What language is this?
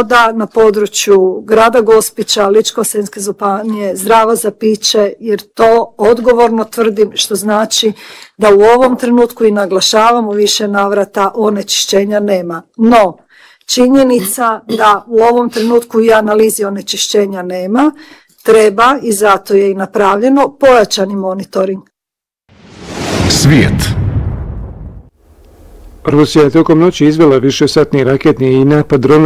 Bosnian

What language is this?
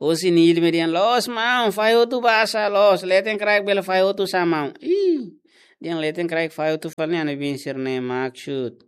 Tetum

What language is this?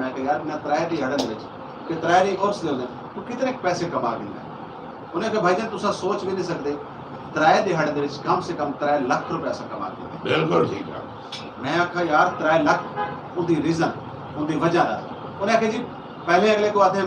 Saraiki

